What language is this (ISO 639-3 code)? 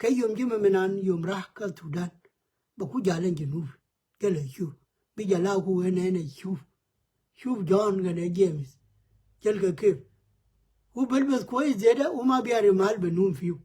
nus